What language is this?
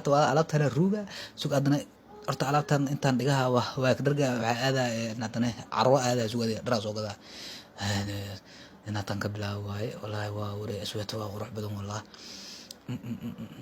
Somali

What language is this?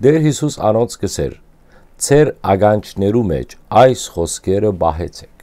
Western Armenian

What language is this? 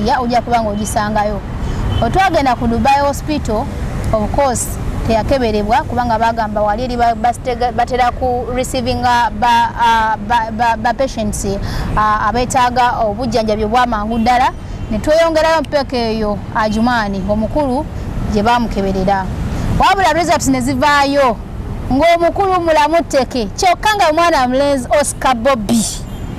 Ganda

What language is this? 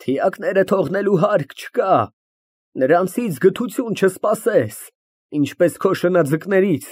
Armenian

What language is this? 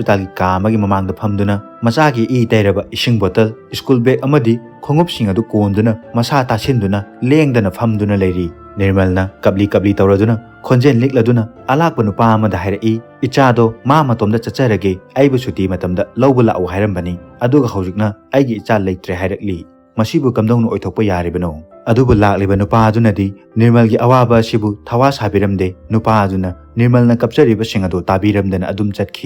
Manipuri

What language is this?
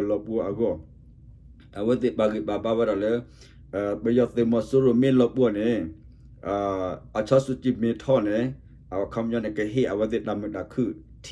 S'gaw Karen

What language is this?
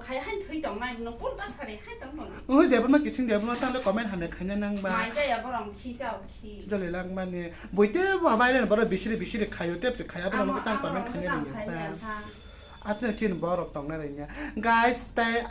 Kok Borok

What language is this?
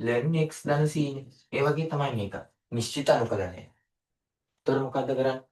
Sinhala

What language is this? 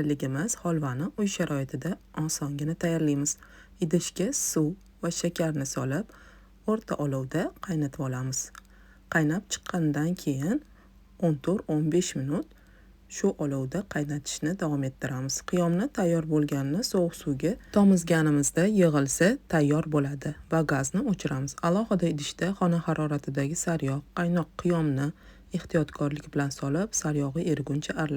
Uzbek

